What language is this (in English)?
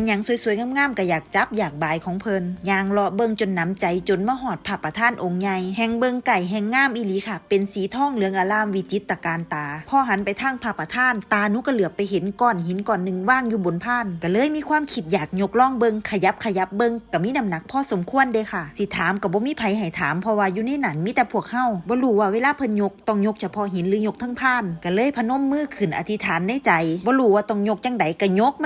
Northeastern Thai